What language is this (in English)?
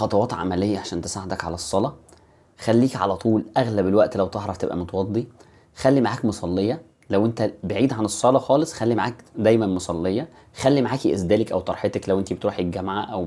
Egyptian Arabic